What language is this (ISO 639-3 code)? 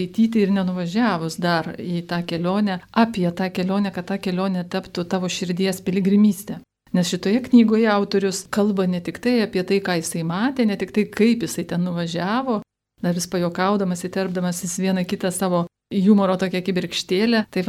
lit